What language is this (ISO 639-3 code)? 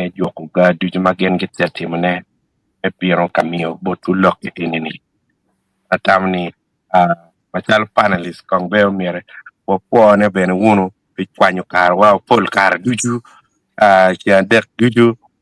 ach